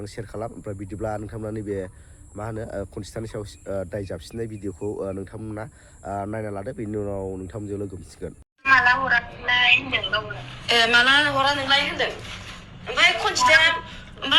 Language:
Bodo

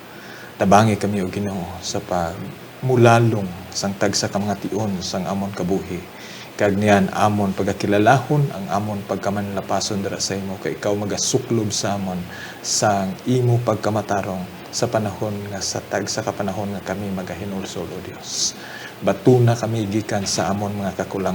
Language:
Hiligaynon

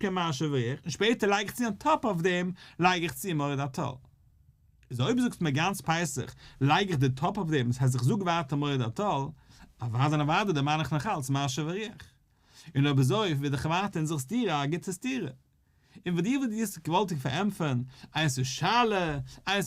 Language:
Yiddish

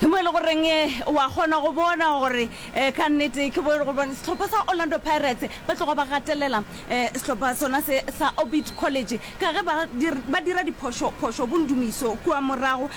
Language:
Northern Sotho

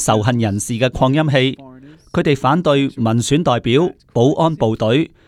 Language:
Cantonese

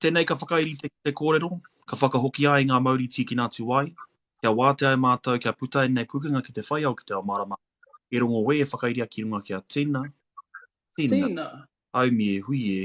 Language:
Māori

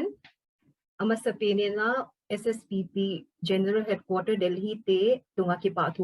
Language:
Paite Chin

